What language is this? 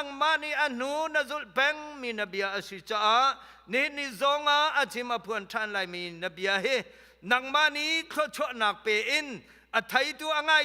Hakha Chin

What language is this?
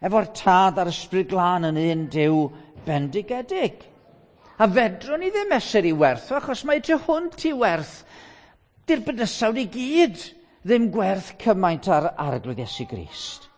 Welsh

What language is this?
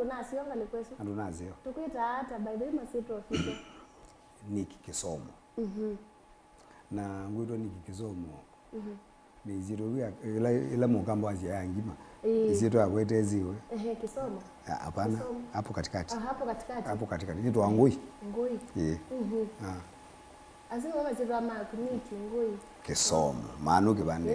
Kamba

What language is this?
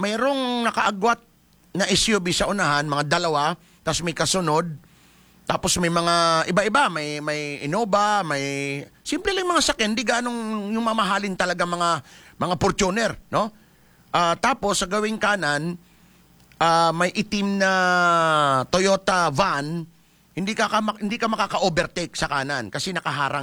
Filipino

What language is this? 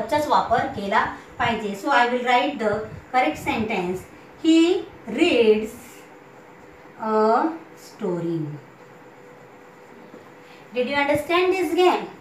Marathi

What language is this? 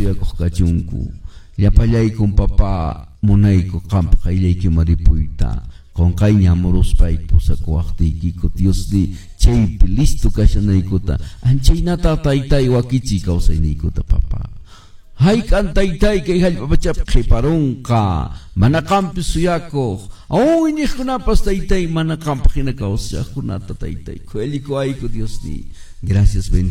Quechua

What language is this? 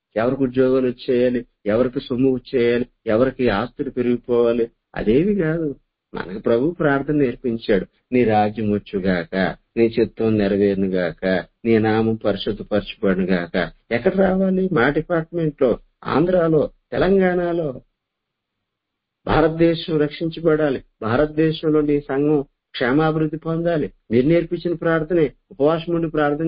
Telugu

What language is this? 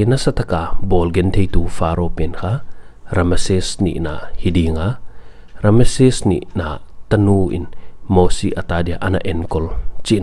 Paite Chin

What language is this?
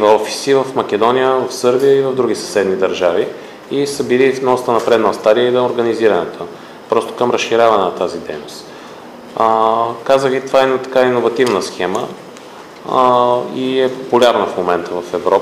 Bulgarian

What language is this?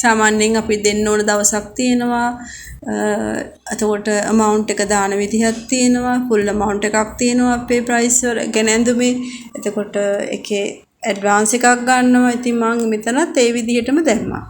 Sinhala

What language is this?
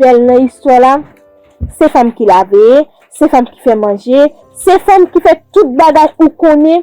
Haitian Creole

